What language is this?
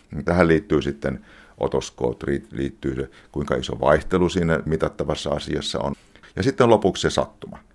Finnish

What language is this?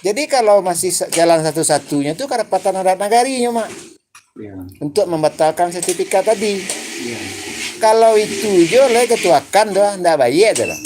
Minangkabau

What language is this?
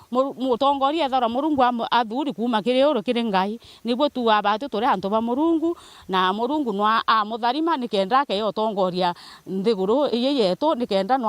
Meru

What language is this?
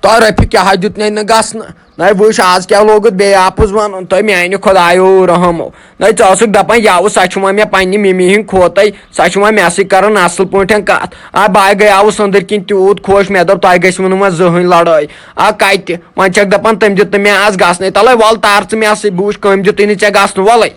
Kashmiri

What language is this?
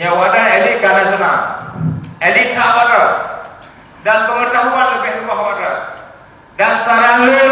Achinese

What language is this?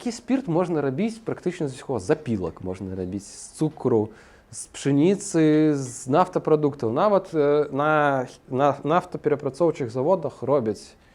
Belarusian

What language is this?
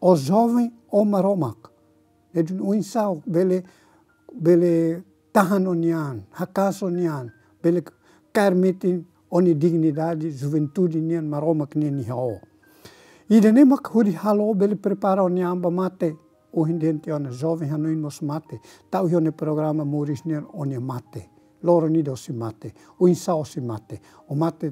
Tetum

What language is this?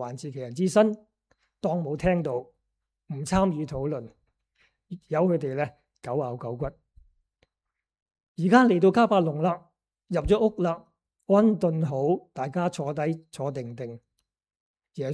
Cantonese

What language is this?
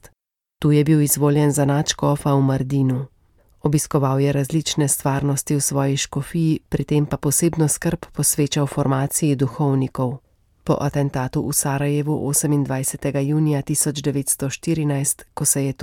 Slovenian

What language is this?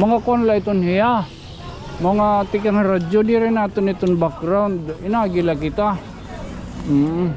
Waray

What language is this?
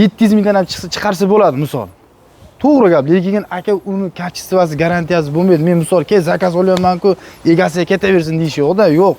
Uzbek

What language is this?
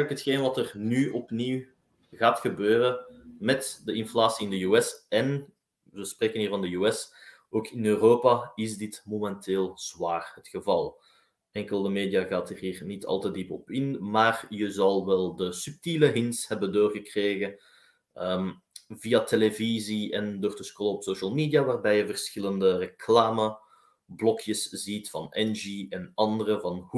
Dutch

